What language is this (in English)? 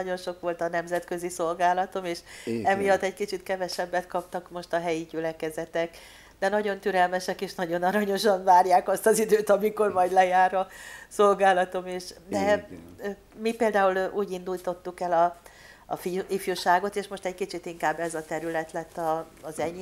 Hungarian